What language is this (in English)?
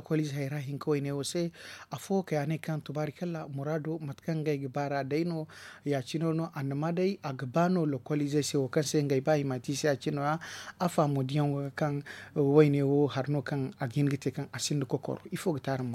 Zarma